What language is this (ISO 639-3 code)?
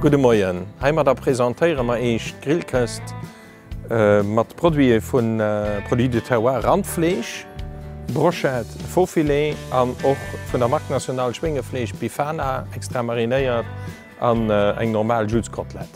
ltz